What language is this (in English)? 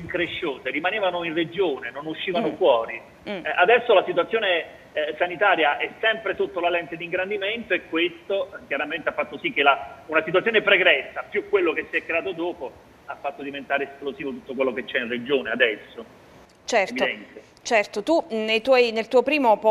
Italian